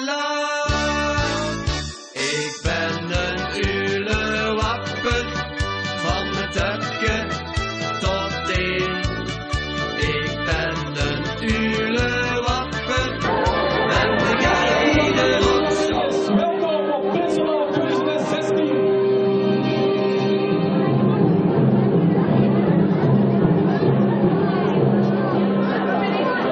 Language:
Dutch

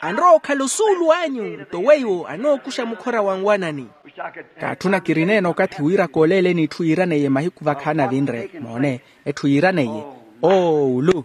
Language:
Makhuwa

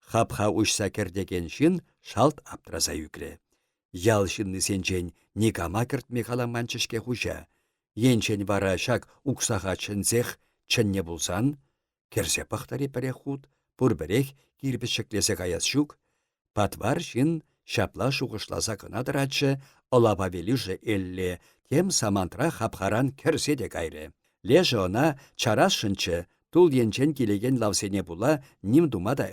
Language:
Chuvash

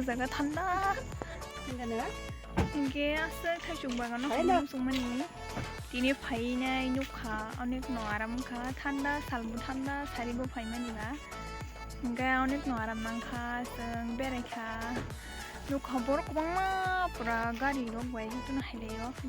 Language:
Kok Borok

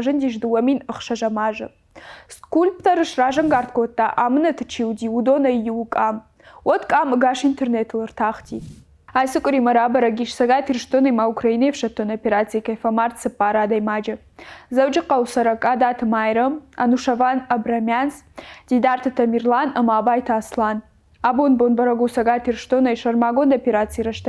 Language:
Ossetic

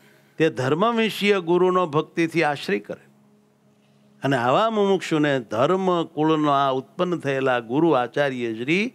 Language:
Gujarati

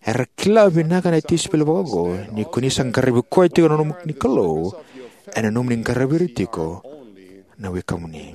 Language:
Fijian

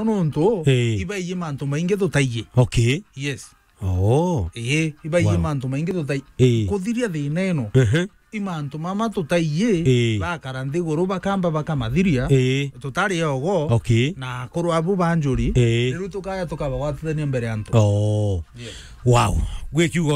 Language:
Meru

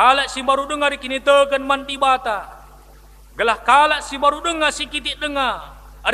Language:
Batak Karo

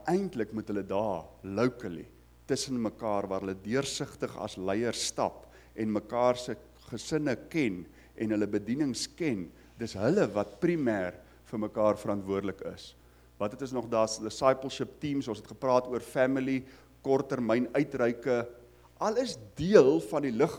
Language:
Afrikaans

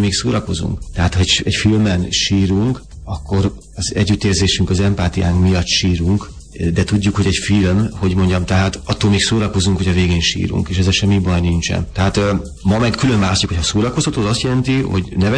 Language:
Hungarian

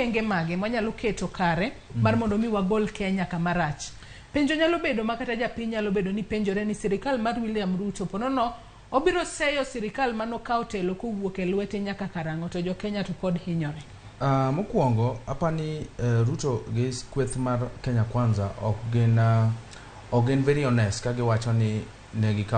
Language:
Luo (Kenya and Tanzania)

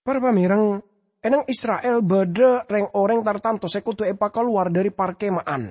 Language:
Madurese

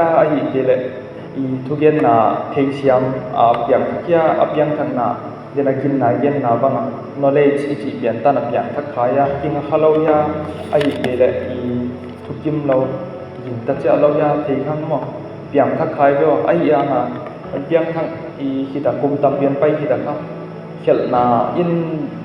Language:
Tedim Chin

